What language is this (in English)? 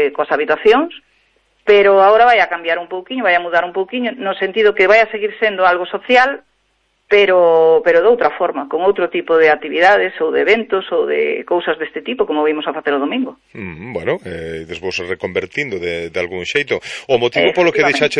Galician